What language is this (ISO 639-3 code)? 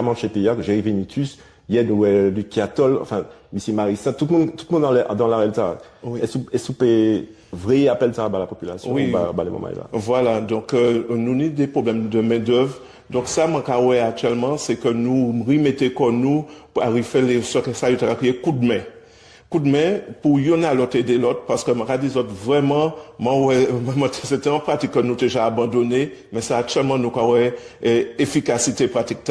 gcf